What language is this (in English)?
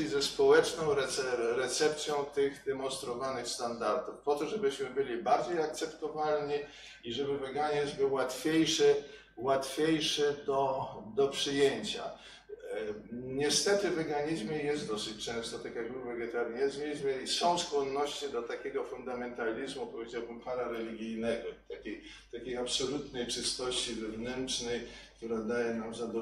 Polish